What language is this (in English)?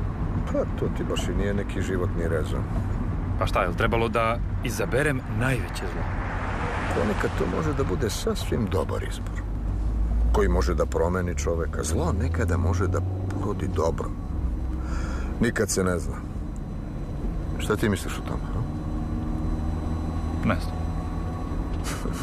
Serbian